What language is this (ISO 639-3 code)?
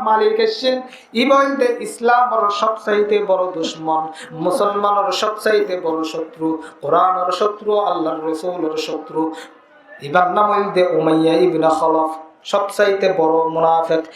rhg